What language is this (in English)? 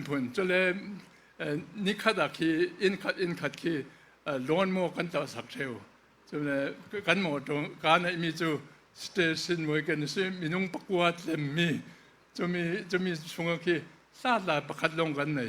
Falam Chin